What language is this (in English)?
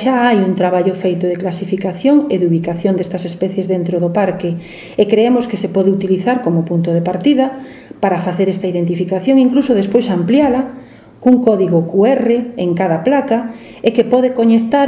Galician